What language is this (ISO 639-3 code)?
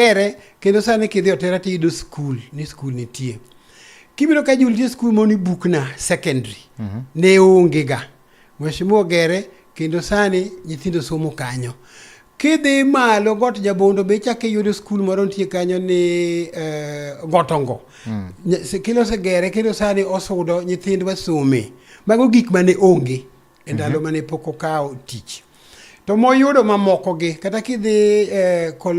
luo